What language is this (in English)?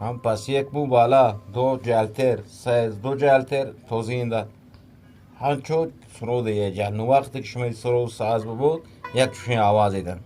Eastern Balochi